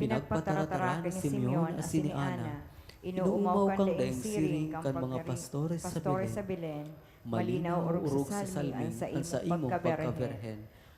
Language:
Bikol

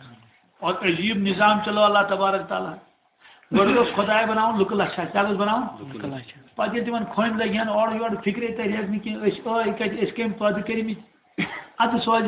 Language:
Kashmiri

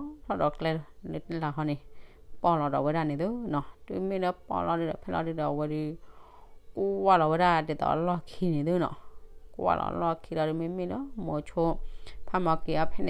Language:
S'gaw Karen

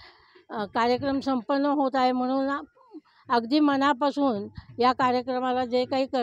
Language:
Marathi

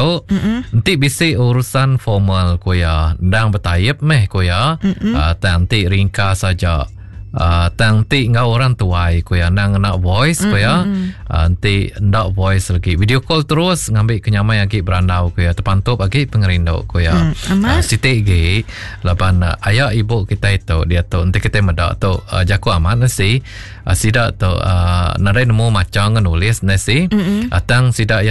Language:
Iban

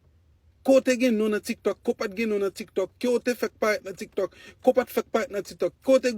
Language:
Haitian Creole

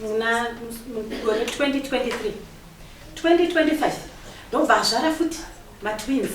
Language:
Shona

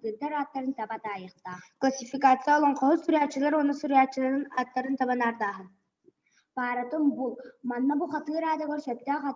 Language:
Yakut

